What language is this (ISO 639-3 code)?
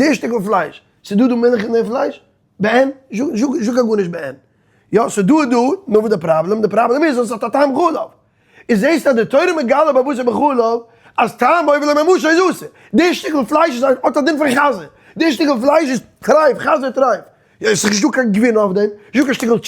yid